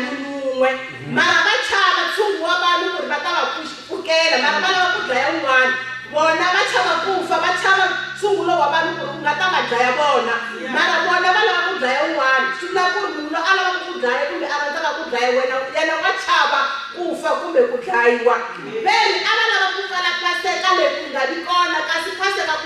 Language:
Tsonga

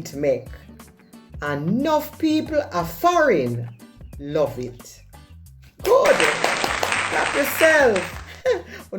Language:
Jamaican Creole English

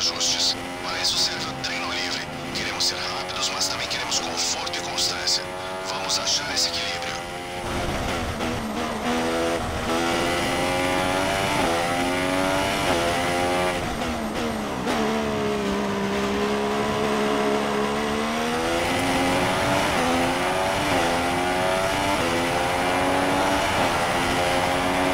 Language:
Portuguese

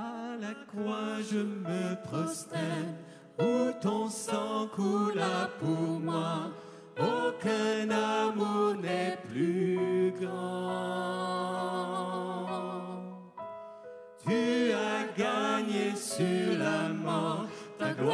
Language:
French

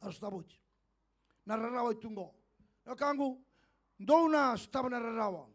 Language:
Fijian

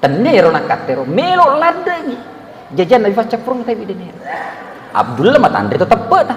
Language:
Buginese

